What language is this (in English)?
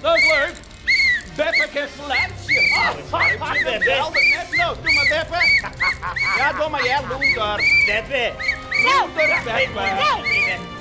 Western Frisian